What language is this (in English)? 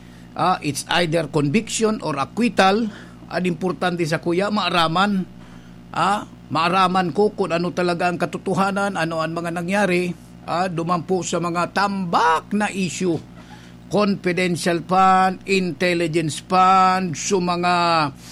Bikol